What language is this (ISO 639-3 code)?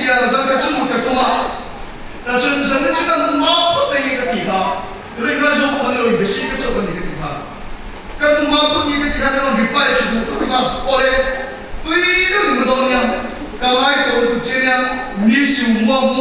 lus